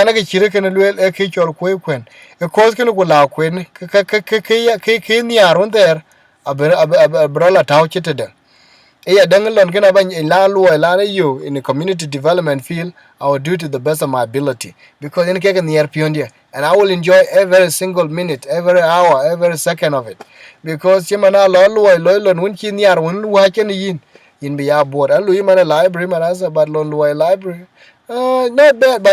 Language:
Dinka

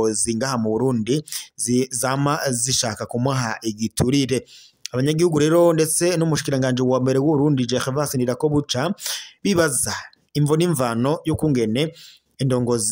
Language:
Rundi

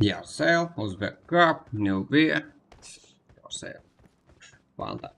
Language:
Kara-Kalpak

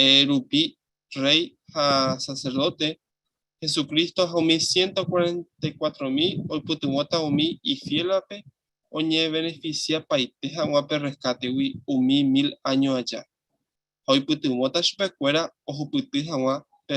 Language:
Guarani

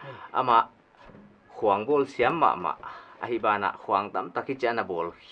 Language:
Paite Chin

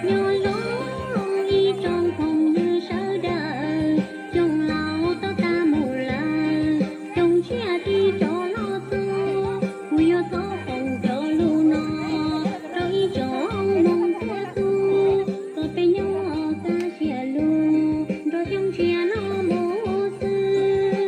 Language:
Hmong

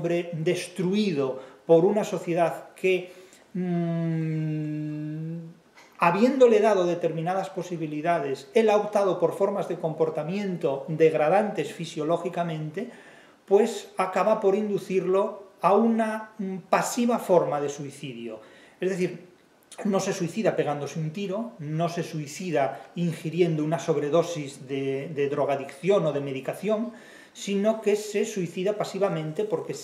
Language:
Spanish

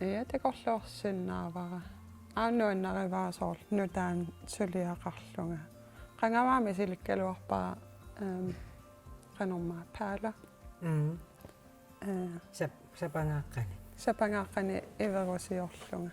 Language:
Kalaallisut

